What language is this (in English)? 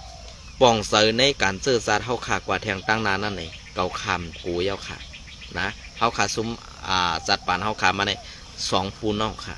Shan